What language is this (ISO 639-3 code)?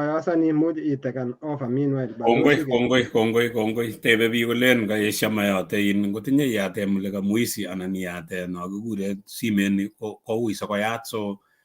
kln